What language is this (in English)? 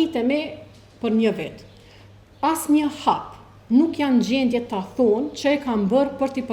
Albanian